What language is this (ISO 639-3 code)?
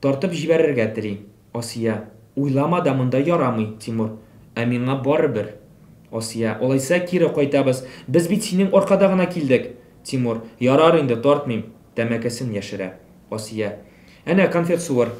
tat